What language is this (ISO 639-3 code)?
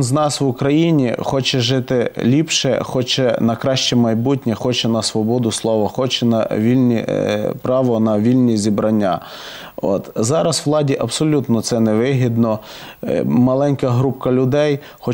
ukr